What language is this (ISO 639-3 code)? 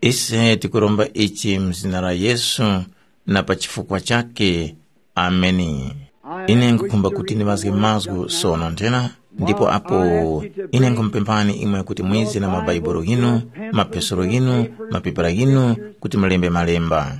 tum